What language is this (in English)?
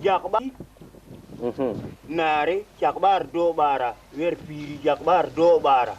Tupuri